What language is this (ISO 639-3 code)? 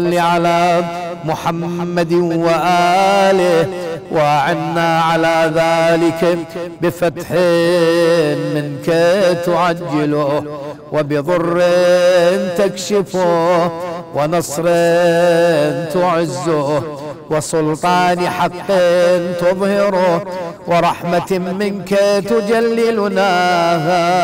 ara